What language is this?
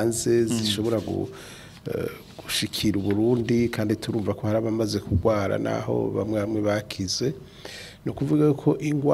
Rundi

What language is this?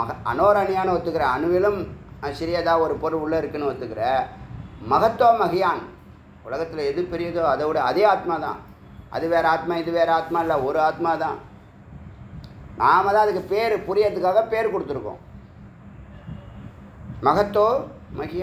Tamil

